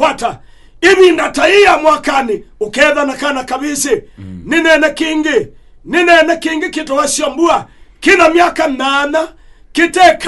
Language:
Kamba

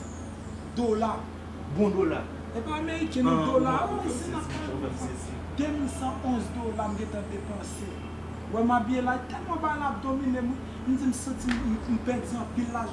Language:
Haitian Creole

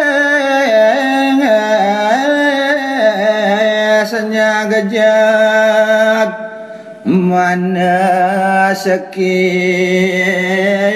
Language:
Balinese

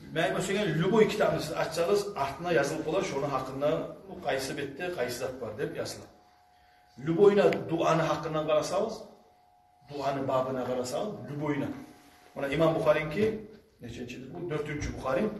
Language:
Kumyk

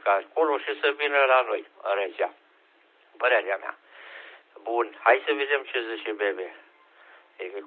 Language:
Romanian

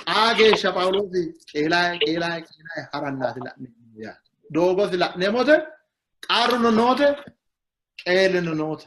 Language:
Sidamo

